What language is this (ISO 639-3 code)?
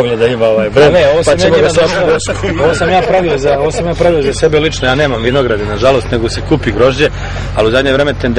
srp